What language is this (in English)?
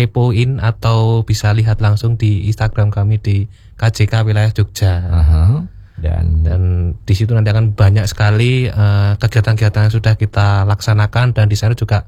Indonesian